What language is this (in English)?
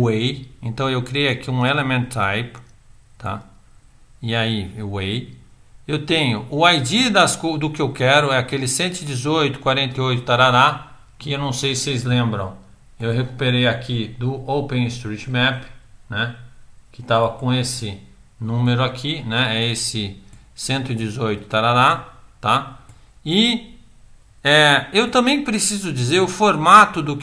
Portuguese